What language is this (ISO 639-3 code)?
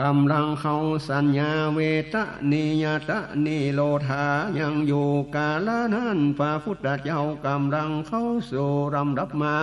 nod